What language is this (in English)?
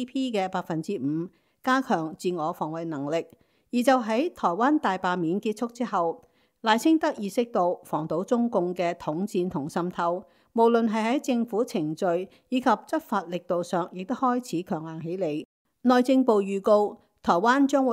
Cantonese